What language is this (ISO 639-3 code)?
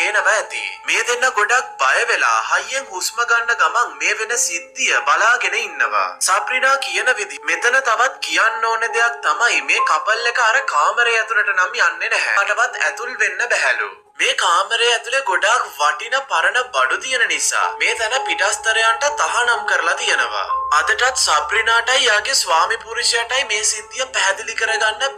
sin